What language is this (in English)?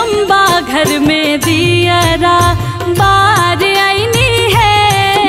Bhojpuri